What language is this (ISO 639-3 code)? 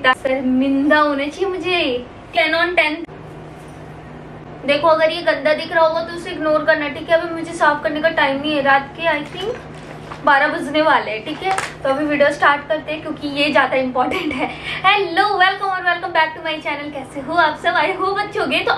hin